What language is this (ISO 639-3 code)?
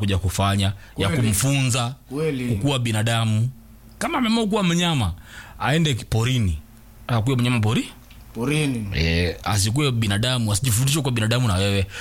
swa